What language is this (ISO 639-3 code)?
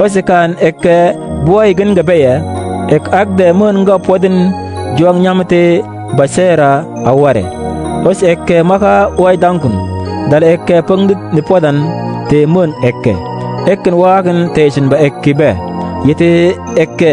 mfz